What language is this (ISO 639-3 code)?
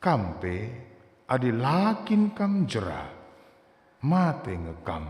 btx